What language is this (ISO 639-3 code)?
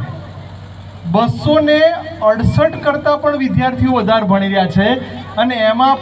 guj